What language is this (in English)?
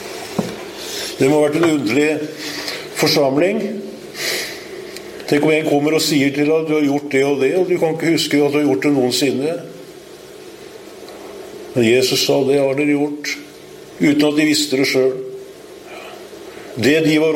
Norwegian